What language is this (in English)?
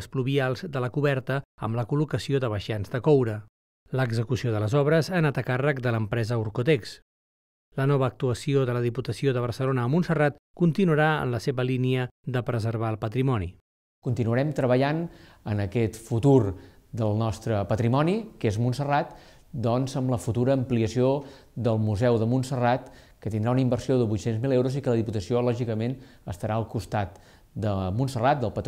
Catalan